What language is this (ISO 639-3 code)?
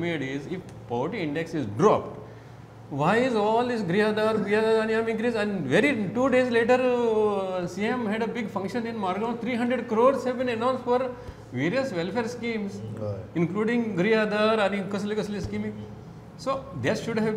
kok